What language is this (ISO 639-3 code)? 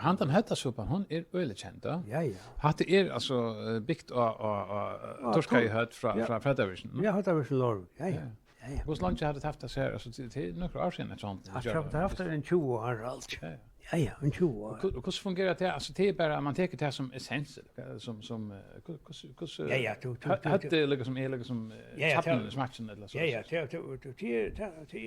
fao